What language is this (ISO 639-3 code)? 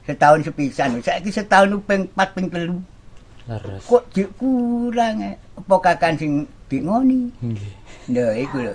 jav